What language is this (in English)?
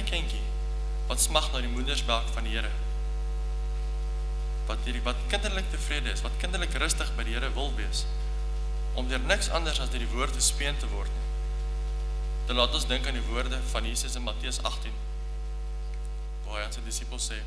Afrikaans